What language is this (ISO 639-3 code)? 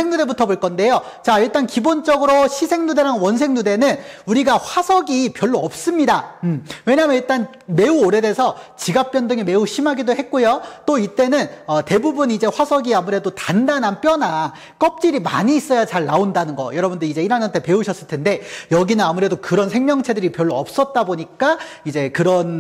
kor